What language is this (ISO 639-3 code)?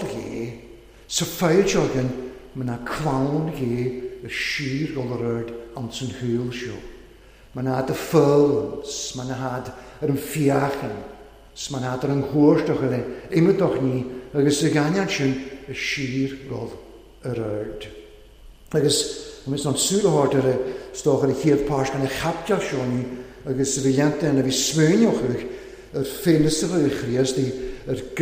cym